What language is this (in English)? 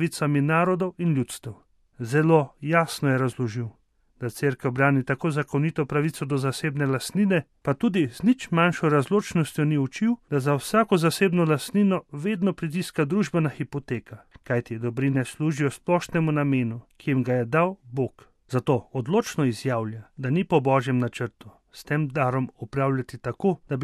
Slovenian